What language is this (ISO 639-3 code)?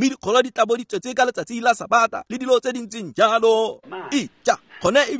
tsn